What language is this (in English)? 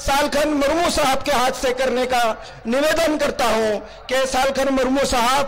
Hindi